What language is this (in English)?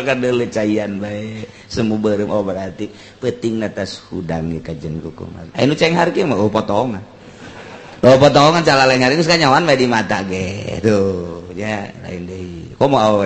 Sundanese